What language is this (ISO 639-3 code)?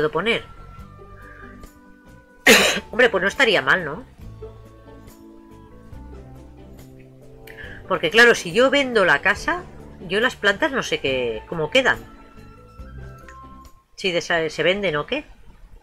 spa